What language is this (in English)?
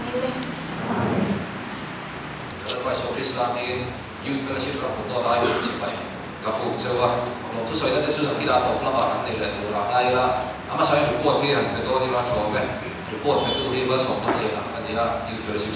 Mizo